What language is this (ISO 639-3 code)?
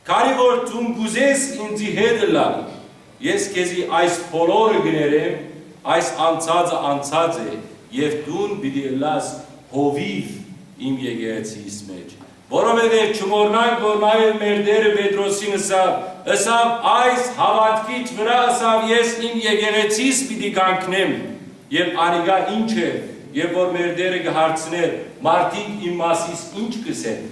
hyw